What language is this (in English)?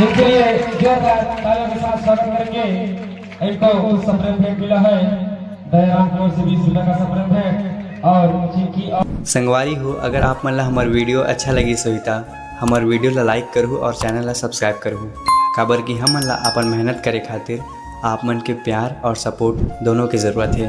Chhattisgarhi